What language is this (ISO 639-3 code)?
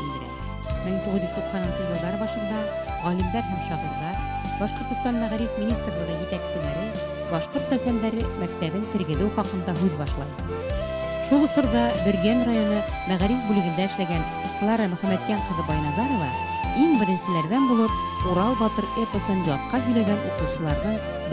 bak